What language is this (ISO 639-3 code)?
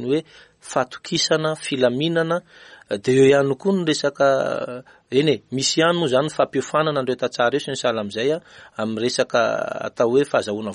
mlg